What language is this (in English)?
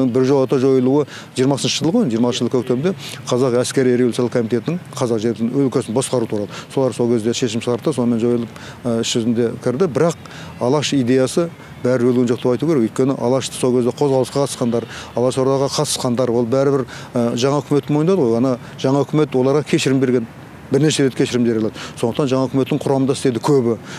Kazakh